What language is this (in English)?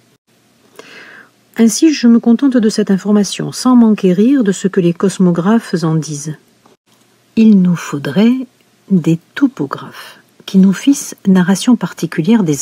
French